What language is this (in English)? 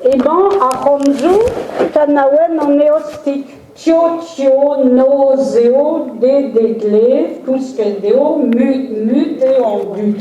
Breton